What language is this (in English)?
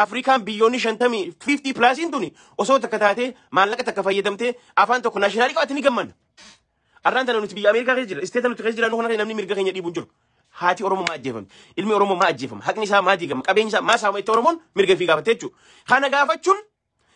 Oromo